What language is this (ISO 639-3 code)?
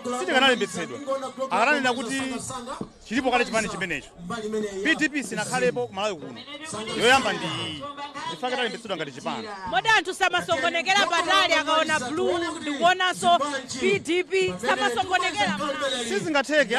nya